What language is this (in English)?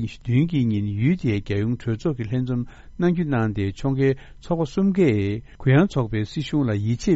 Tibetan